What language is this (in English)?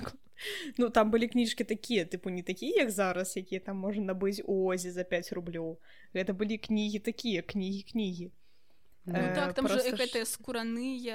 Belarusian